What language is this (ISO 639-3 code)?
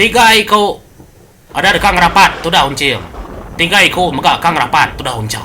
iba